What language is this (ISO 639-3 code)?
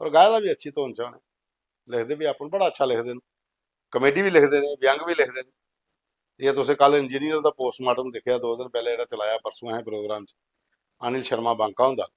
doi